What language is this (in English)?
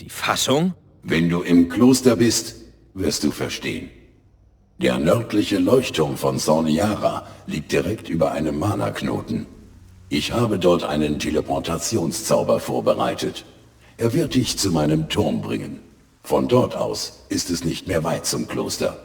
Bavarian